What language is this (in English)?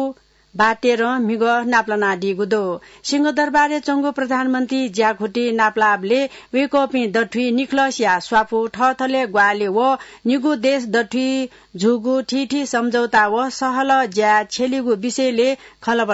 Newari